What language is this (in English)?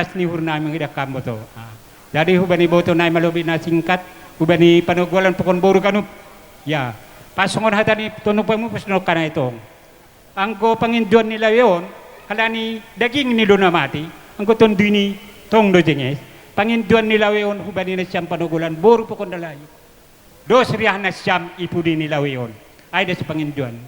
Batak Simalungun